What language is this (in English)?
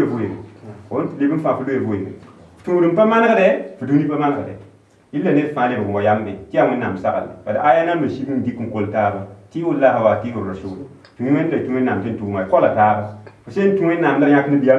Mossi